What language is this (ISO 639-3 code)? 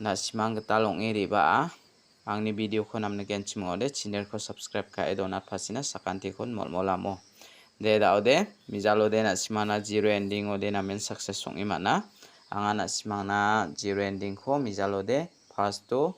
grt